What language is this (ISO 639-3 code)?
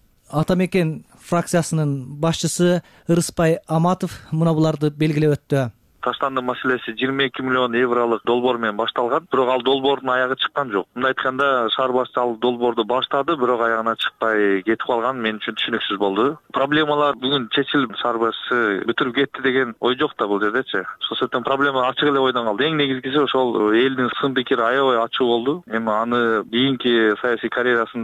kir